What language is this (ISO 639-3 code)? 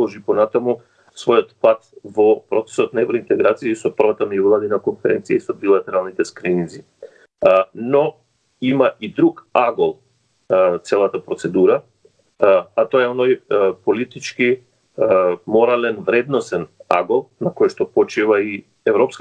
mkd